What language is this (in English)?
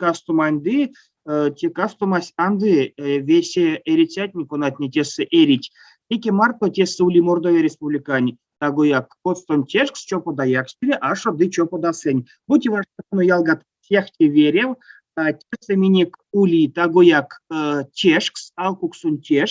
Erzya